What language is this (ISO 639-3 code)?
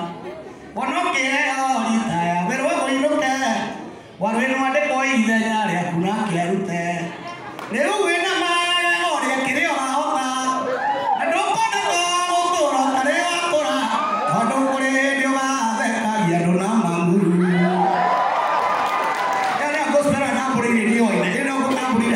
kik